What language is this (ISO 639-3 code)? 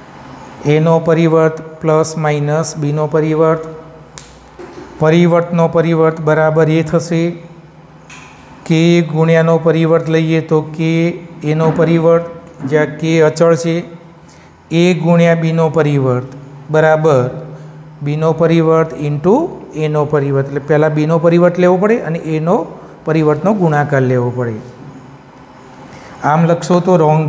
guj